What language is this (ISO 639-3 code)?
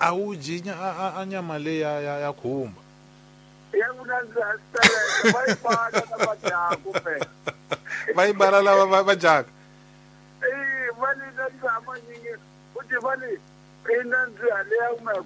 tso